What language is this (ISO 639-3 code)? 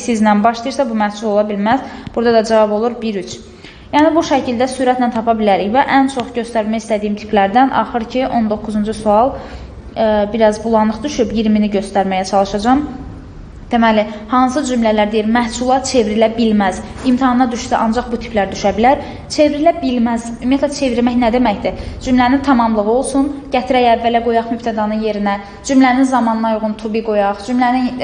aze